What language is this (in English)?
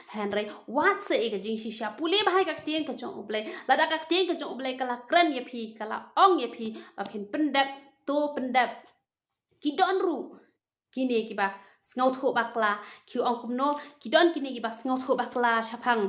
Khasi